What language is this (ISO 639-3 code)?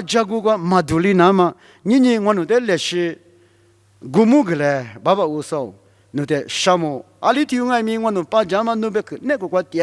lis